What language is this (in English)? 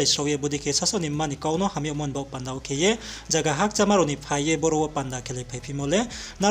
Riang (India)